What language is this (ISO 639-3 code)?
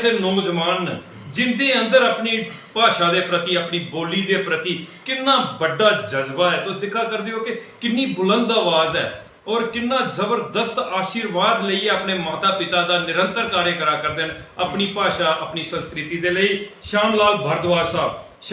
doi